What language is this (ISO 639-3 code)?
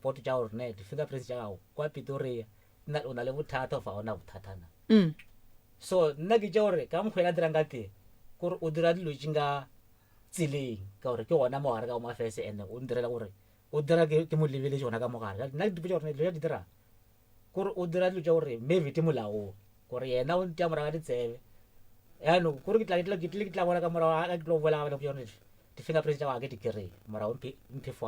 nso